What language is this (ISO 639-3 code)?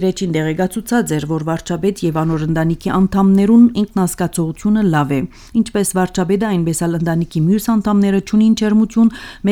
hye